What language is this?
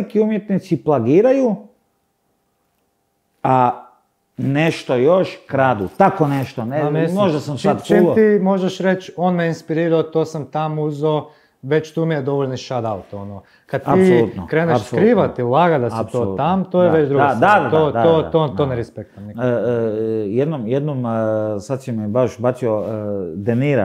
Croatian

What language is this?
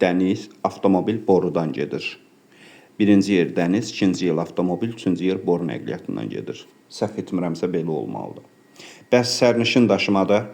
Azerbaijani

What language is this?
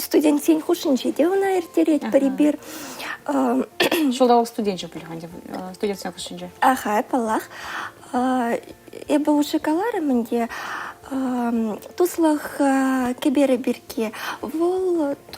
Chuvash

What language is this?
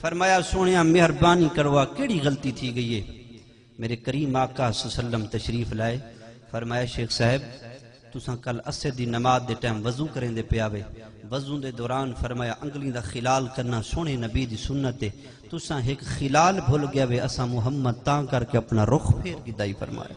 Saraiki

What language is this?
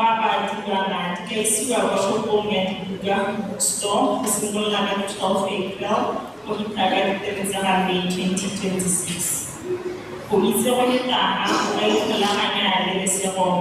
Tswana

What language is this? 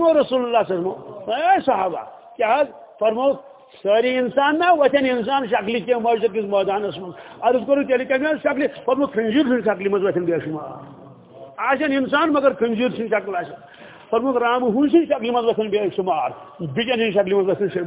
Kashmiri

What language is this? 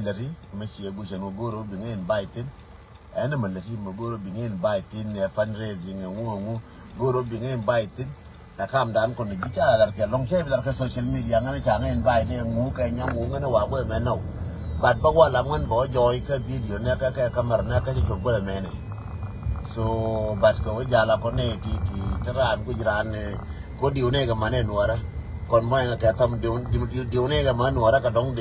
Nuer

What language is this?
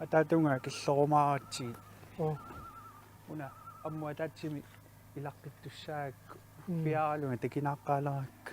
Kalaallisut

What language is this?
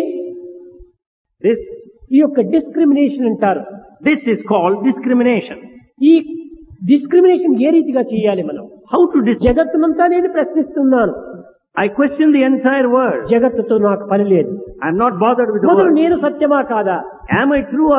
Telugu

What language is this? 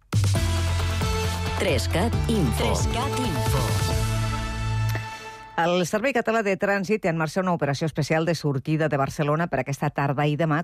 Catalan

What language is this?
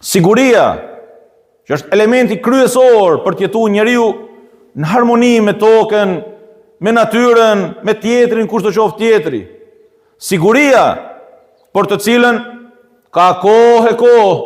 Albanian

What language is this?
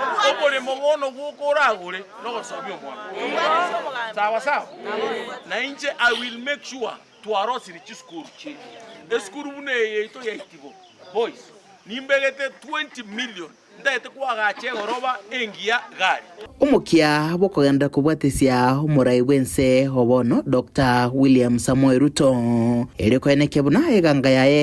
Gusii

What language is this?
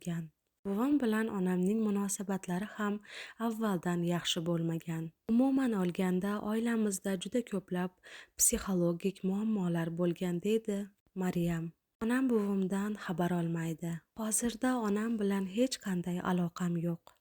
Uzbek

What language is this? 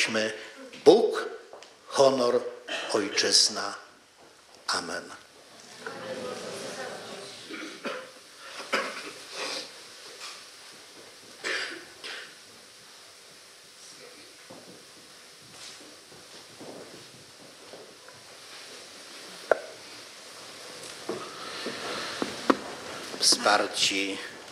Polish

